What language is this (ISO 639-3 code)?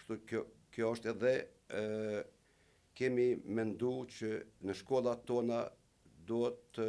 sqi